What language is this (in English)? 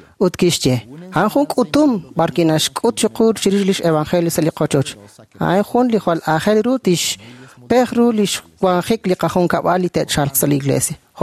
Kekchí